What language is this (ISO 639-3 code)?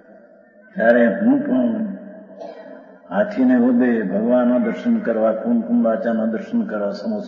guj